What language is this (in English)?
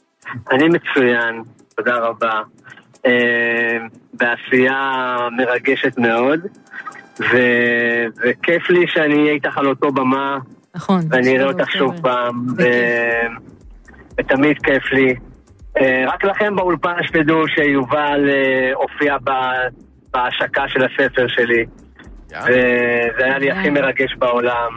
Hebrew